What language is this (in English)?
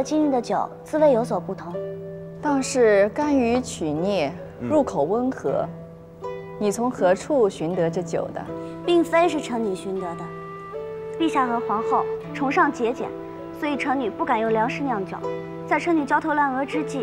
Chinese